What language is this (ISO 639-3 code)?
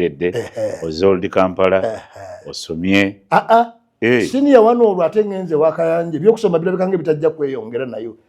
lug